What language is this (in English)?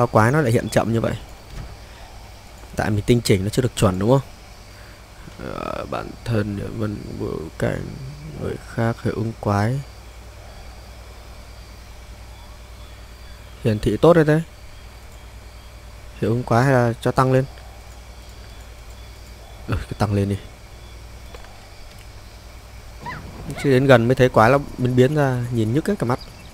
Vietnamese